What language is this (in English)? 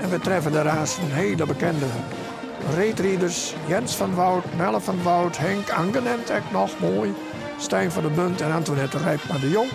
Western Frisian